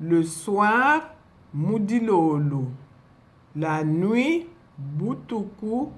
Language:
Luba-Lulua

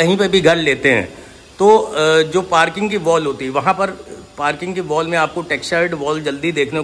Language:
Hindi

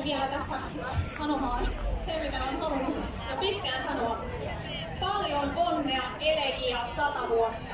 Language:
Finnish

